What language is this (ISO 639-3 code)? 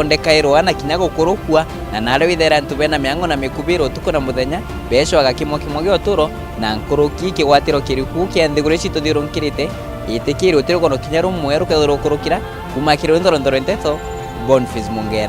mer